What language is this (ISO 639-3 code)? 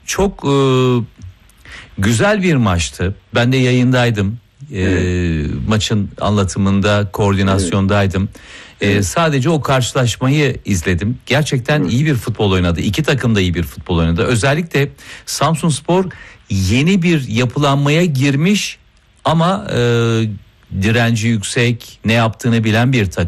tur